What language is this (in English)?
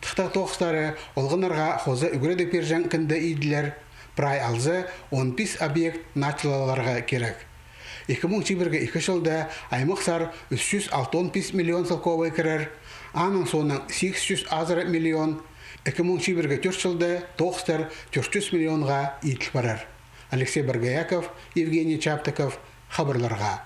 Khakas